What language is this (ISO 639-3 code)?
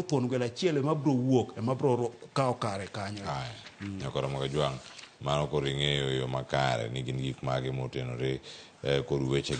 luo